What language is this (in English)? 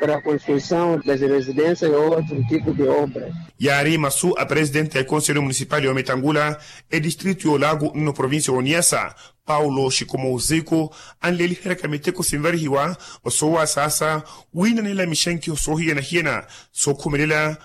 Makhuwa